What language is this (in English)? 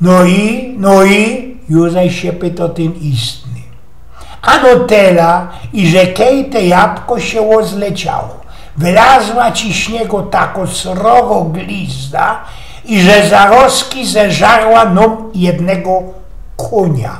Silesian